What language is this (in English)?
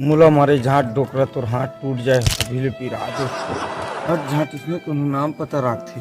Chhattisgarhi